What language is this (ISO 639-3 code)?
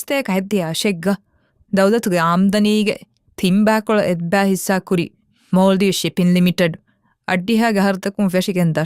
div